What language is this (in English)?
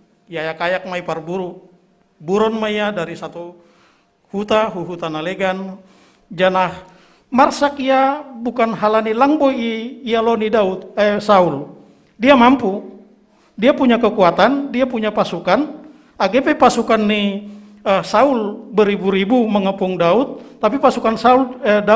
Batak Simalungun